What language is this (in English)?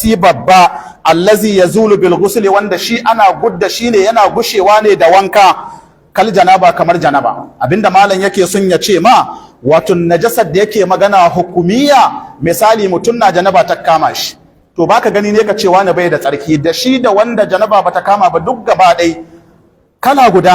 Hausa